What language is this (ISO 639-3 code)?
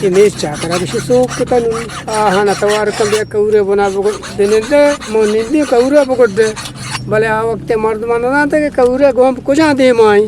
bgp